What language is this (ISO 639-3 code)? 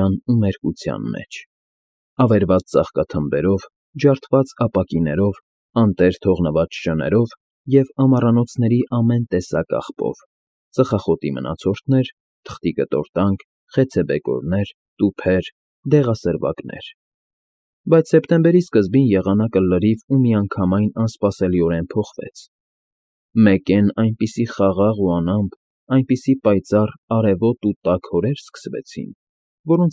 hye